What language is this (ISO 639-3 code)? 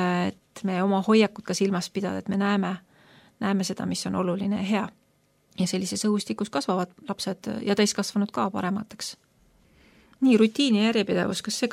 est